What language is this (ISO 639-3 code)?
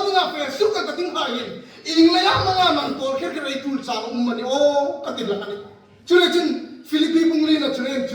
hmr